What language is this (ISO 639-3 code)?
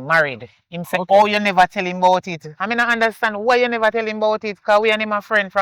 jam